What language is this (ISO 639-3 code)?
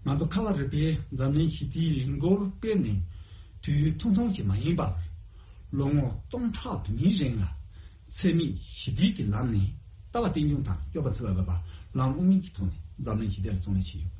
bod